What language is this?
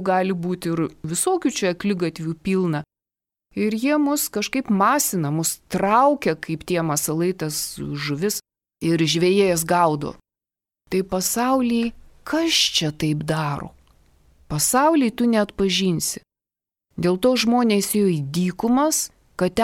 Lithuanian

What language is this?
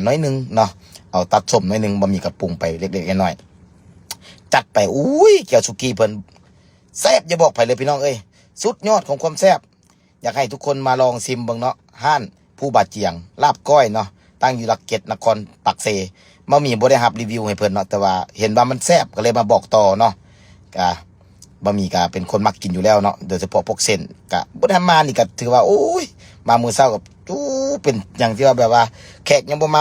Lao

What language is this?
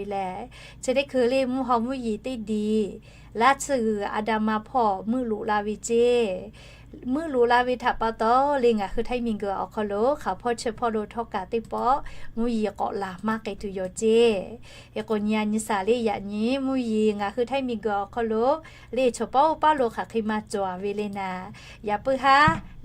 Lahu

